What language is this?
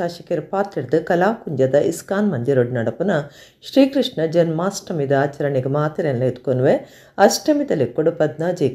Tulu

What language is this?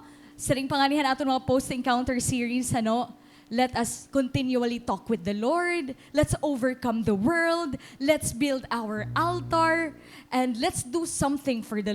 Waray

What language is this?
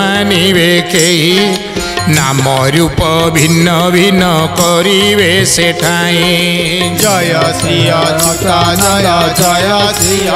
Odia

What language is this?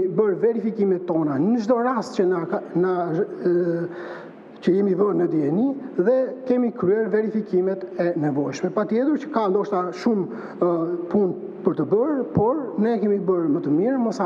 Albanian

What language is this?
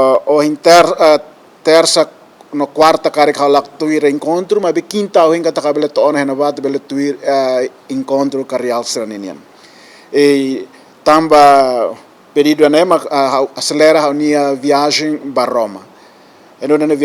Tetum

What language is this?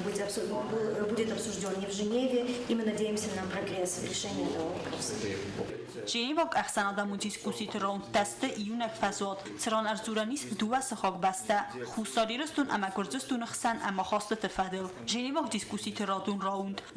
Ossetic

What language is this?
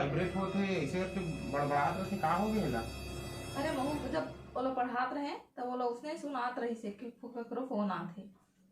Chhattisgarhi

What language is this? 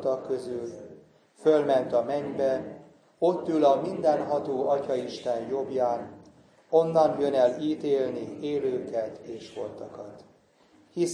Hungarian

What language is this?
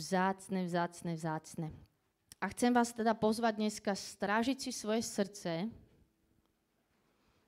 Slovak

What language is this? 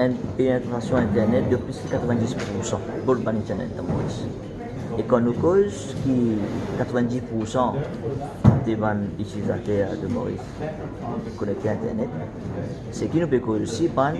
Morisyen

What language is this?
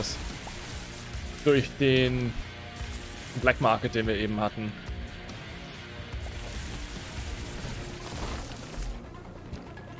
German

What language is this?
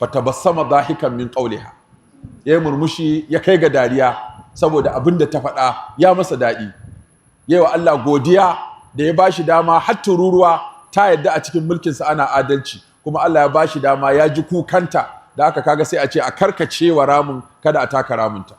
Hausa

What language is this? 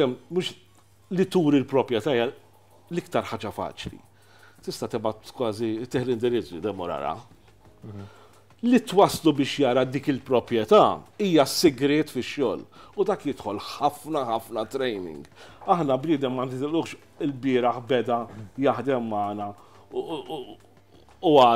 Maltese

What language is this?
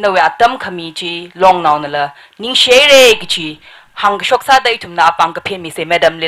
Tangkhul Naga (India)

